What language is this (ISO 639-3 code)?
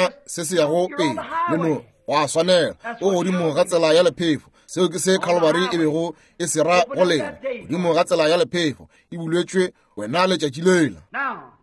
nso